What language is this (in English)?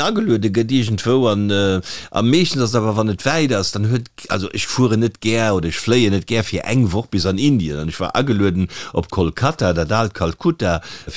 Luxembourgish